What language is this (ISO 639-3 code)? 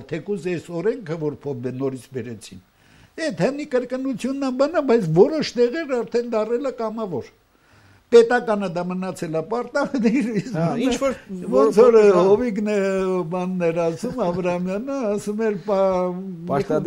hye